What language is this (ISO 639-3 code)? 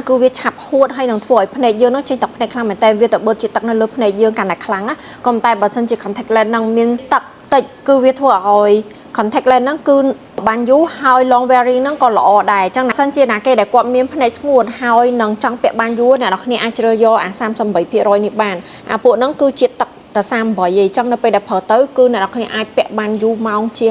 khm